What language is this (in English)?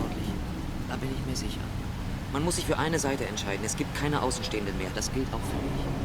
Bavarian